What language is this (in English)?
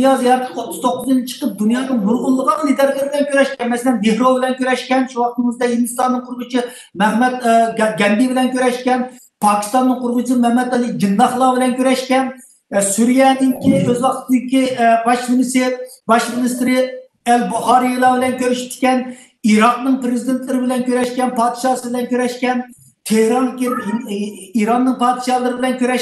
Uyghur